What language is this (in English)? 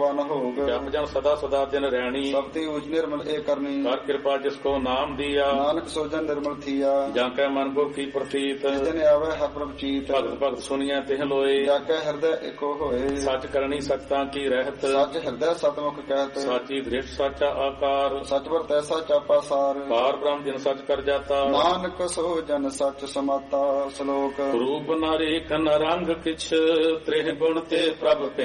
Punjabi